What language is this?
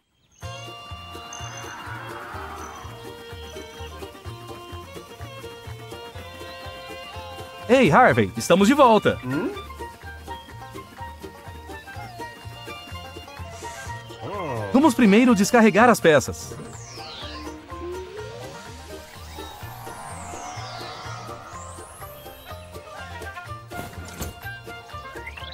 Portuguese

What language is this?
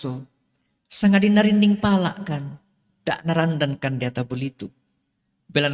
Toraja-Sa'dan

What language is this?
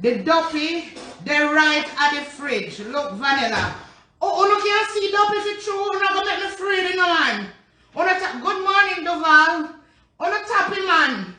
Jamaican Creole English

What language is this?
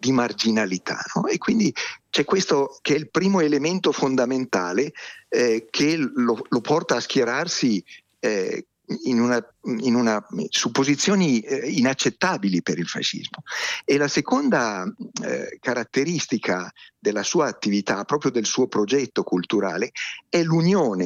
Italian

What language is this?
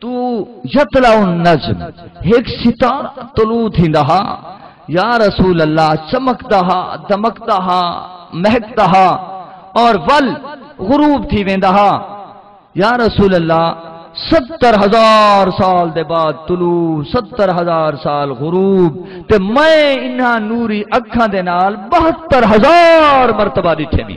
Saraiki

